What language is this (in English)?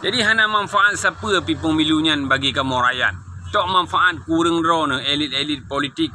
Achinese